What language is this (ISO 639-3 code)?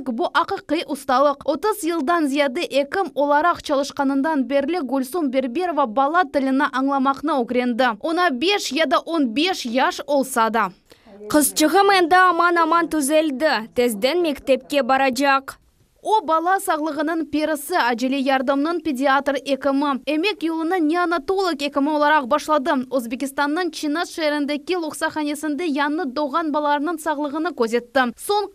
crh